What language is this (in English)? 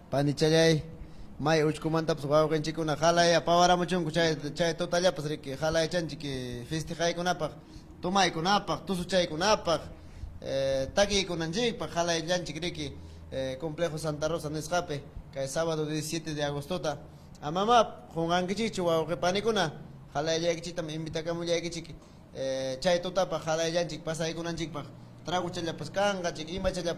Ayacucho Quechua